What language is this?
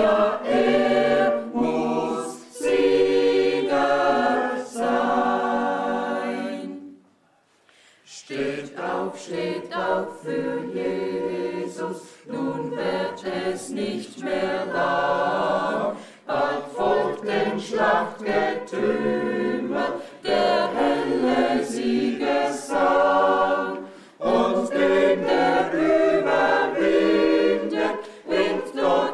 German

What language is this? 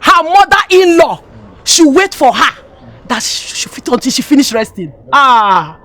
Nigerian Pidgin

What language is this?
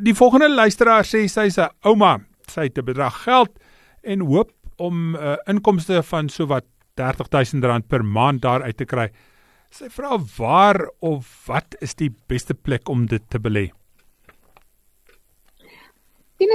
Afrikaans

